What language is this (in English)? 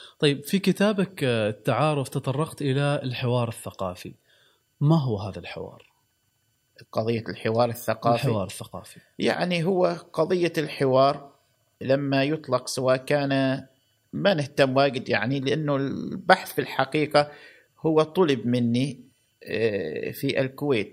Gulf Arabic